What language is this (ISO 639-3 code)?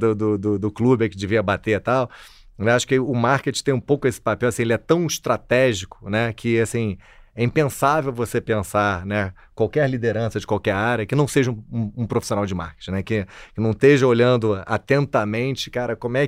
por